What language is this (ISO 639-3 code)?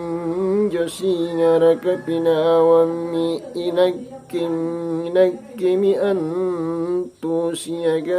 mak